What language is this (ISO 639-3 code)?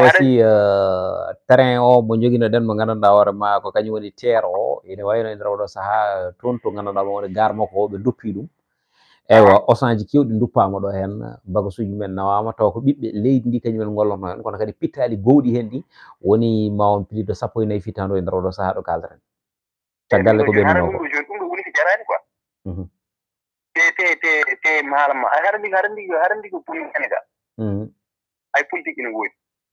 ful